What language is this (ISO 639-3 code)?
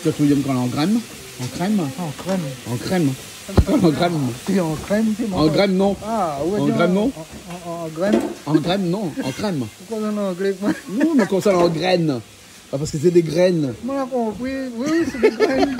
rcf